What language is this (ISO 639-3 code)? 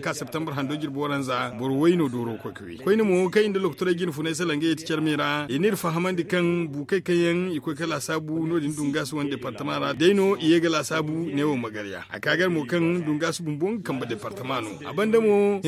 dje